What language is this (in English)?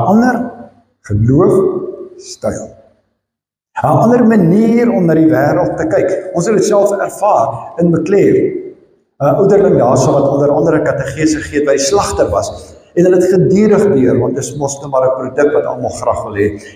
Afrikaans